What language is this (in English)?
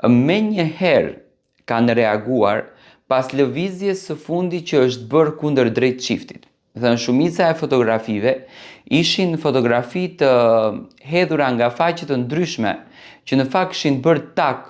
Albanian